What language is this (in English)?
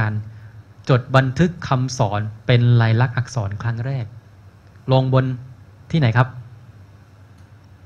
Thai